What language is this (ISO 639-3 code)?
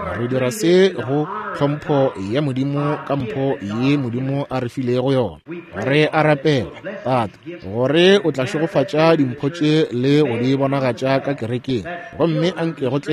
nso